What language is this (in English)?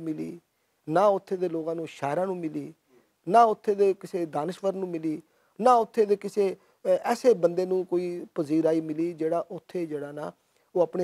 Western Panjabi